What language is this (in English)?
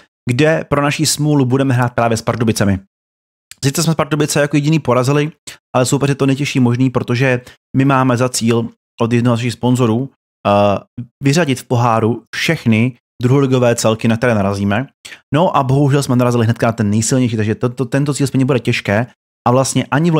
Czech